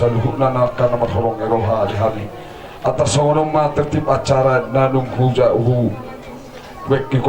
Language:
Batak Toba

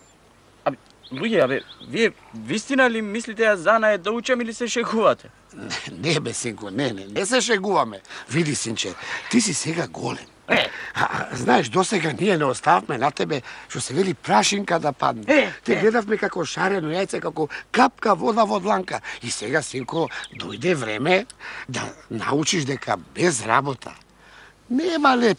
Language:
Macedonian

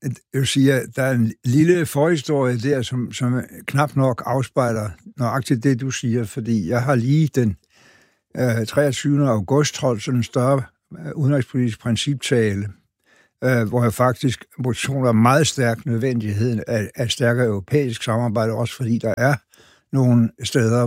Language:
Danish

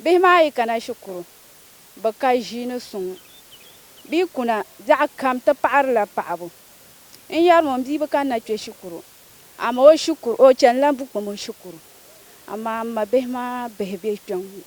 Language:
Dagbani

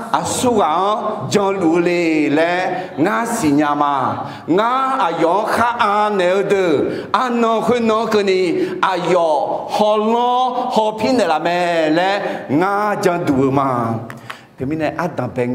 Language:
Akha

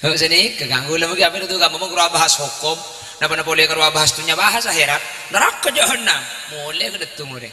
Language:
Madurese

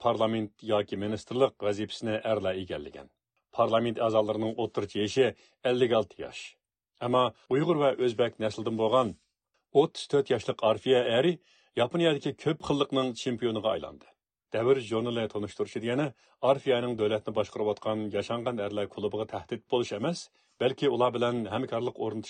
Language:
Uyghur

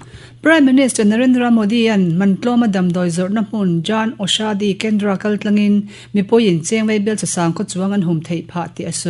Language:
Mizo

